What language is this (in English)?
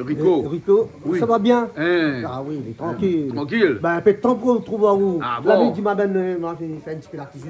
Réunion Creole French